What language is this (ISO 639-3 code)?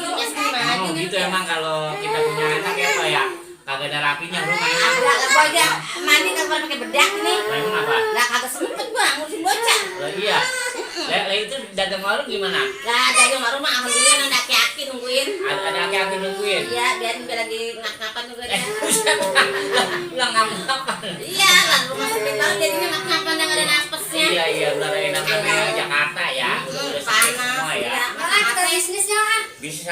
bew